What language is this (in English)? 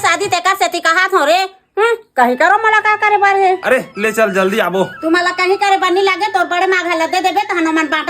Chhattisgarhi